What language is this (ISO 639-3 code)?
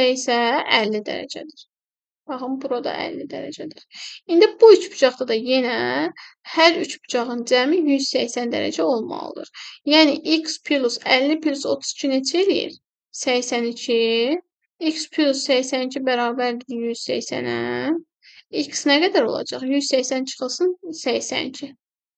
aze